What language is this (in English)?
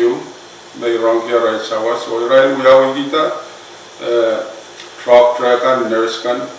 Pohnpeian